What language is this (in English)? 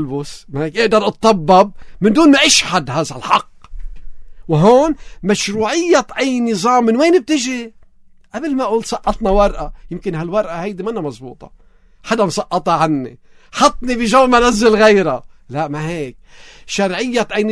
North Levantine Arabic